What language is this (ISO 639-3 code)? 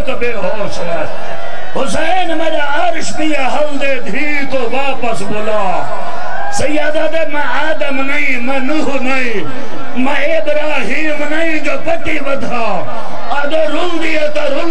skr